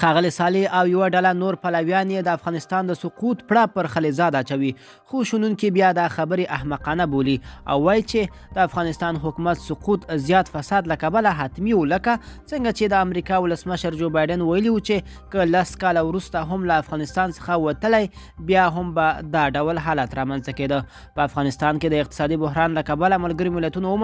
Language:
Pashto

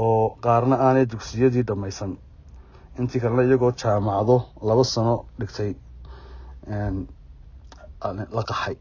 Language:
Somali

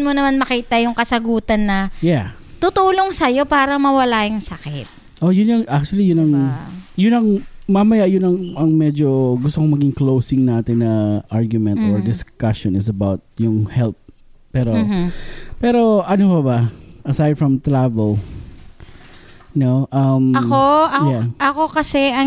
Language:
Filipino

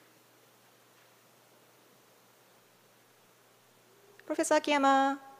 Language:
Korean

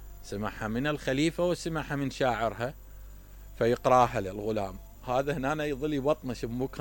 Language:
Mesopotamian Arabic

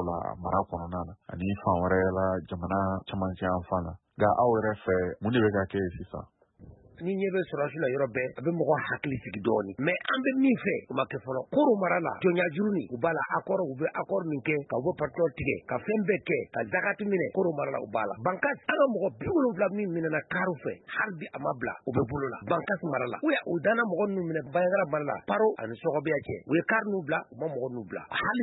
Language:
Bambara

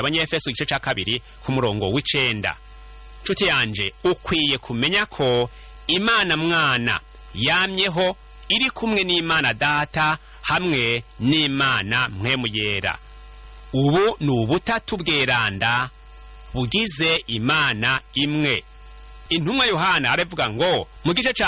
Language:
Rundi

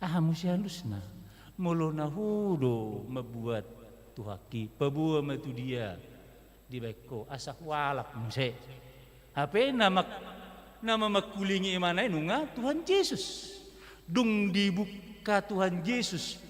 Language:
Batak Toba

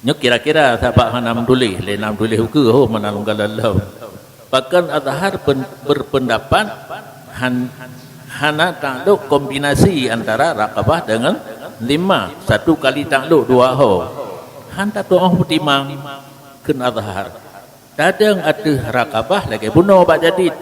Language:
Achinese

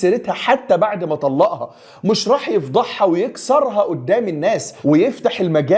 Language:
Egyptian Arabic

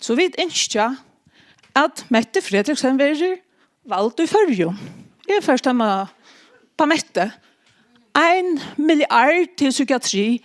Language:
Faroese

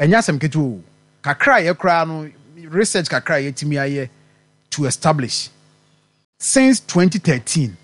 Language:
Akan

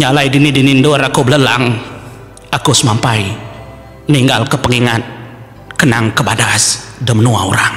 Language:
Iban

